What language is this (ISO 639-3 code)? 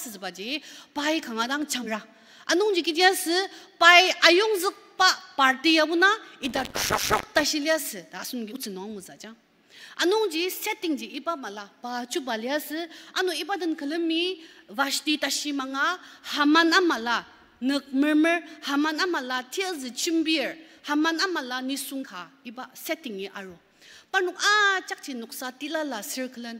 njo